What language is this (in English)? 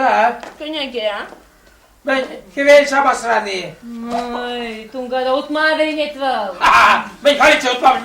Chuvash